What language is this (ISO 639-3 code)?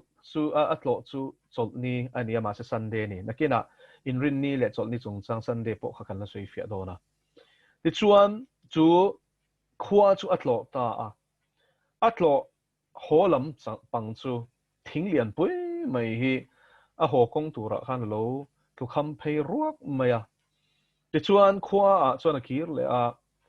lus